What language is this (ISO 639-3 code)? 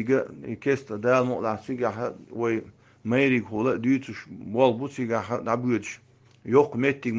che